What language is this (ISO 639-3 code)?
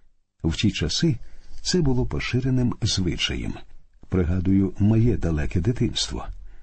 ukr